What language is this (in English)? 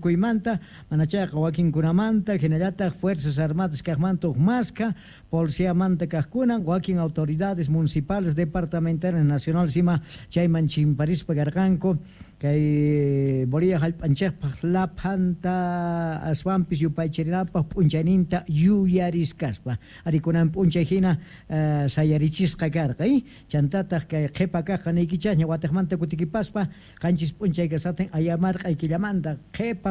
Quechua